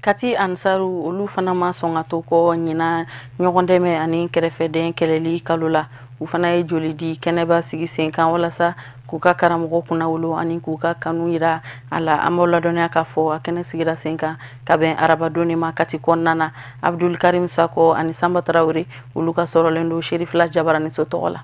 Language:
Bambara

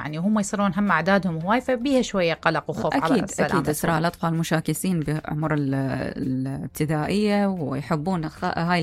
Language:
Mesopotamian Arabic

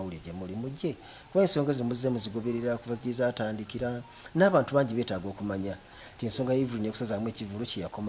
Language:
Ganda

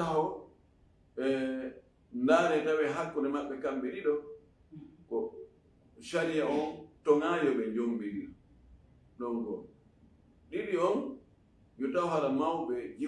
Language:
Fula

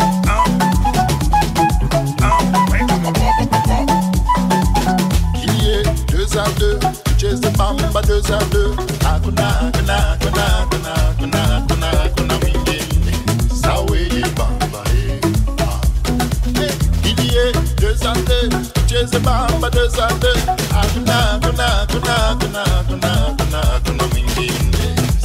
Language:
Swahili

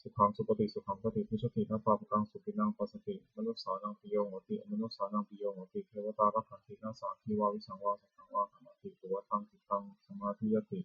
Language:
Pali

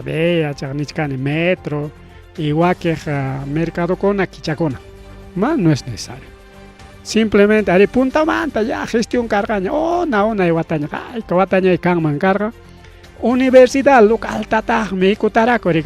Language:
Ayacucho Quechua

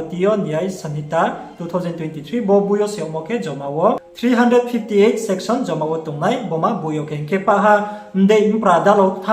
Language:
Riang (India)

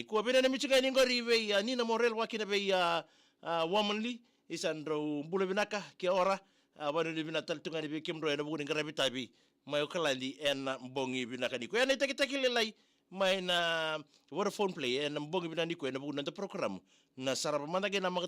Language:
Fijian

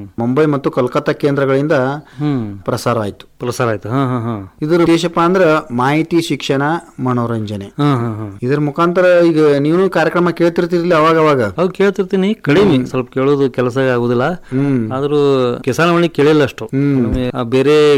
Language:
Kannada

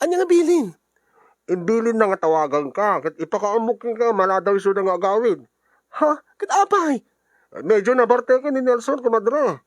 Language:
Iloko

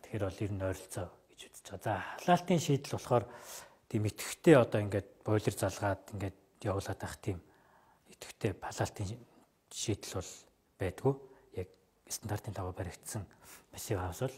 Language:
Mongolian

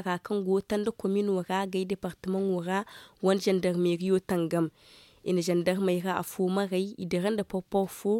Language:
Zarma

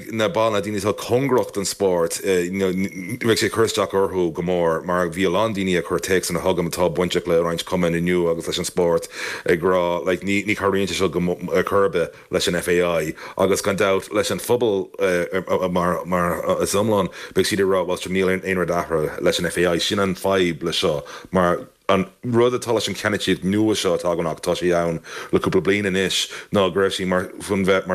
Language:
Irish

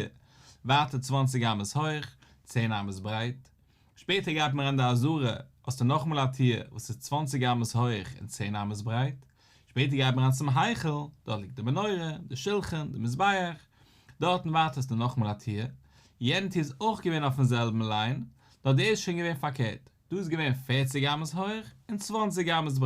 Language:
Yiddish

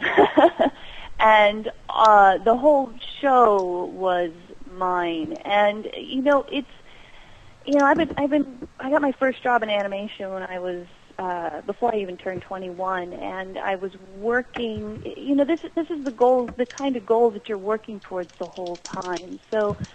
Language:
English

